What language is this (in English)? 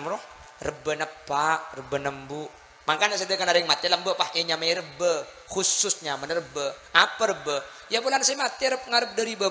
Madurese